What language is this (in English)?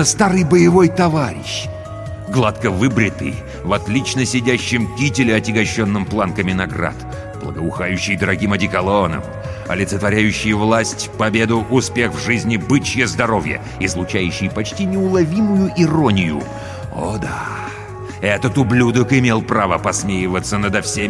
Russian